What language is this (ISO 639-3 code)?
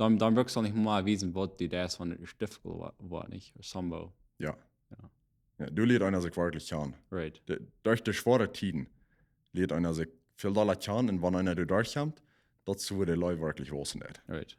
pdt